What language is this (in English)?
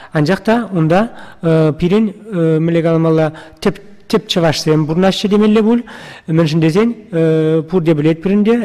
Chuvash